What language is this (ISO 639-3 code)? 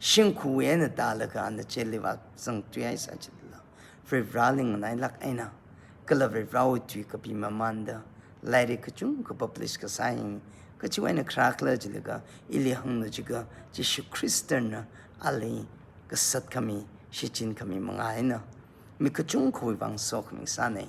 nmf